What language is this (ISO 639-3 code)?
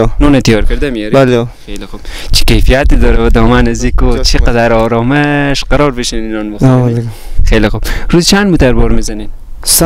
fas